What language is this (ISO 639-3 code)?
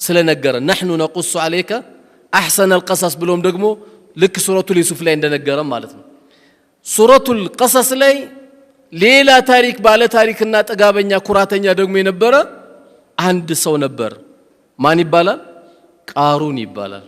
amh